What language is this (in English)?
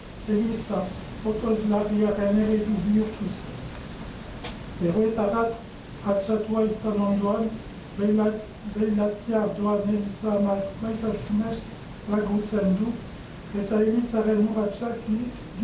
Basque